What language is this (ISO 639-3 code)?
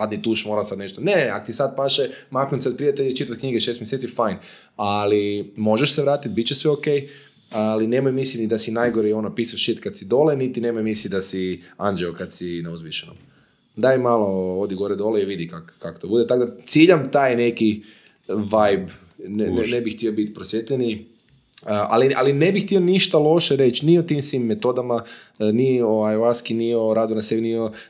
hrv